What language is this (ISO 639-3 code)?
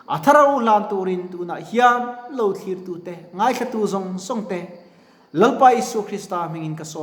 lus